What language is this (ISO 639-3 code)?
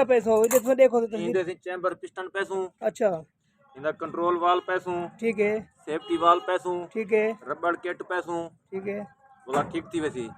skr